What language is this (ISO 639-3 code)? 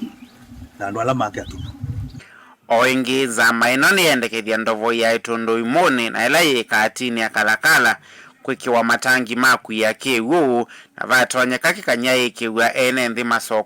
kam